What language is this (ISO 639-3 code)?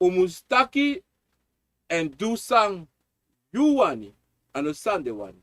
srn